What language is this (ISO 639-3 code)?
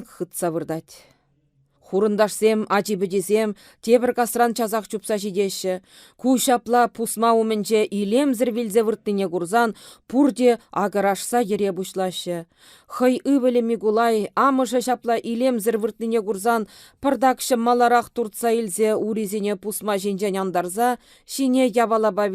chv